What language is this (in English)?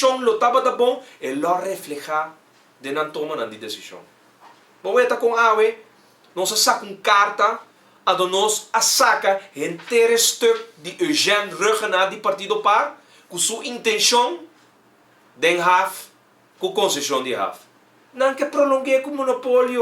Papiamento